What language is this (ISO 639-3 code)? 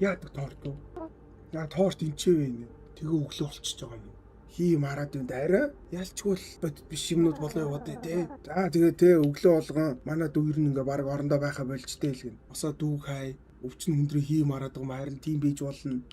mon